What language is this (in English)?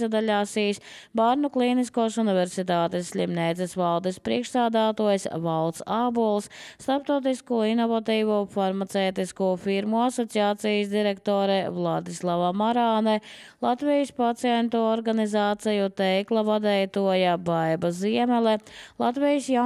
Latvian